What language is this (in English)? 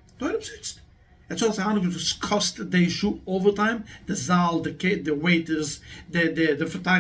Yiddish